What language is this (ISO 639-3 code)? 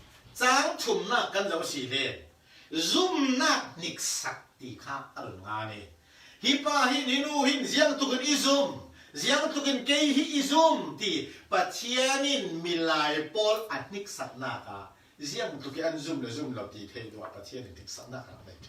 cfm